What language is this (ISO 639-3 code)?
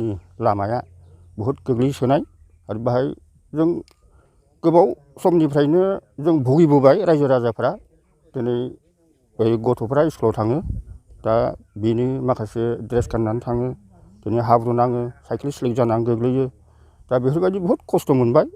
brx